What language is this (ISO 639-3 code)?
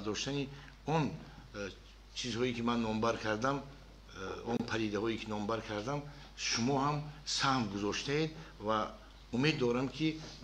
tgk